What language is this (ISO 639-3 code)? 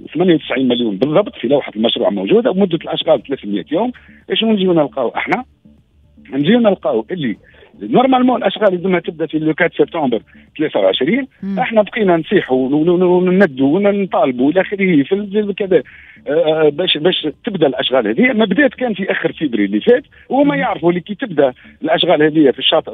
aeb